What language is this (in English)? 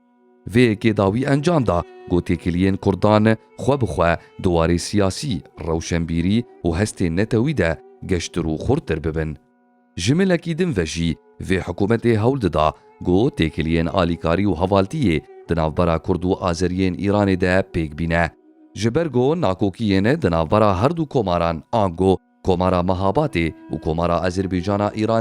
Kurdish